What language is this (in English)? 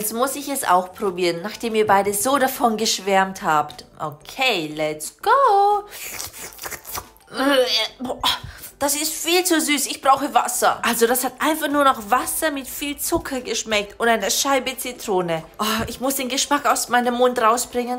German